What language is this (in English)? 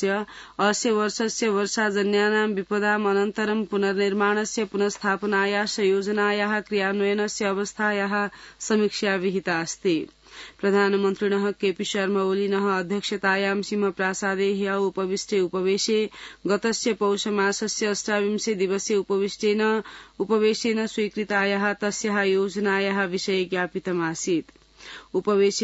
Sanskrit